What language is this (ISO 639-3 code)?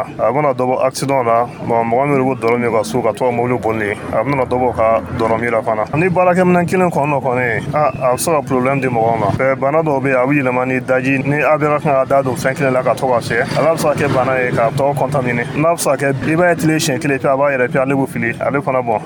dyu